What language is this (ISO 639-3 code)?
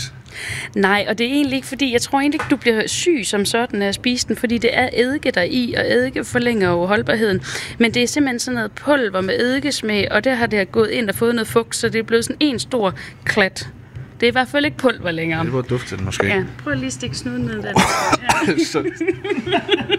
dan